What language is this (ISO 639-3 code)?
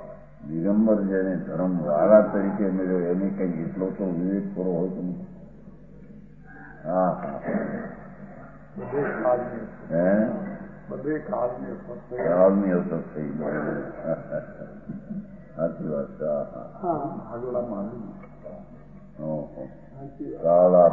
guj